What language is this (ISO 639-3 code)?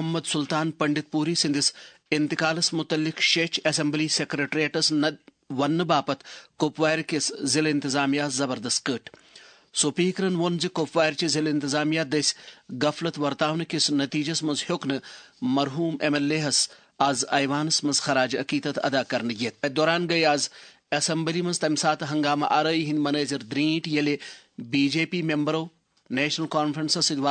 kas